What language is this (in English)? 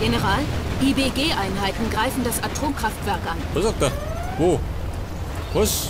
Bavarian